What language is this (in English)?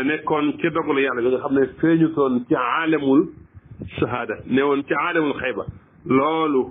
Wolof